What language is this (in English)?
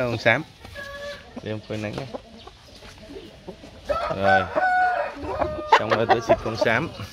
Vietnamese